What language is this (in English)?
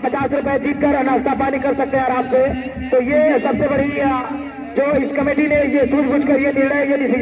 Hindi